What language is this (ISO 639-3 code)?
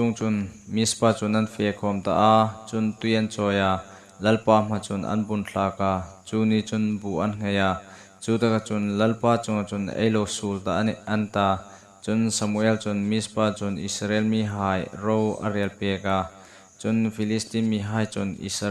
hmr